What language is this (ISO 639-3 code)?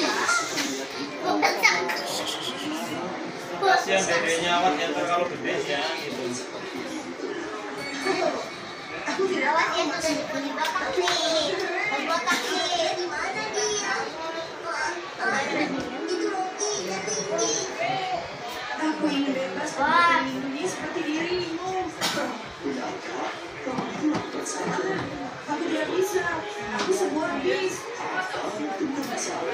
ind